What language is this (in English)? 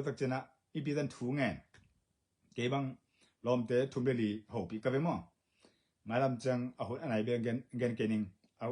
Tedim Chin